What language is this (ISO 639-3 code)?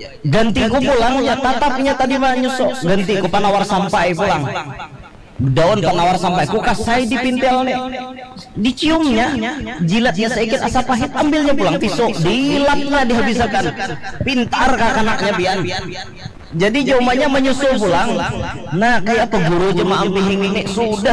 bjn